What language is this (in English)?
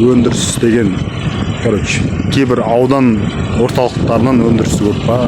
Kazakh